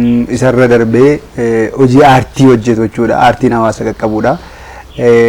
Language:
Oromo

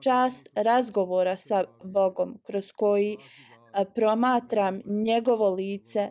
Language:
Bosnian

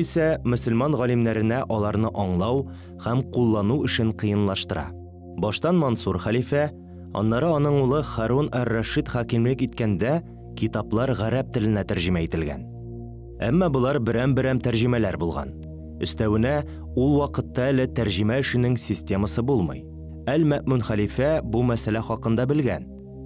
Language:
Tatar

